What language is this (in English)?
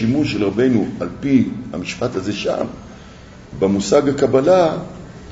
Hebrew